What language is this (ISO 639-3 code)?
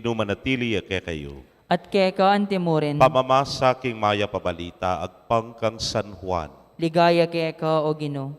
pam